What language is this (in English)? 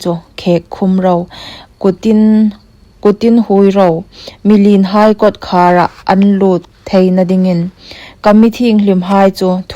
Hmar